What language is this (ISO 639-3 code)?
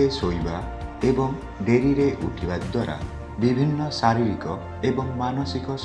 ori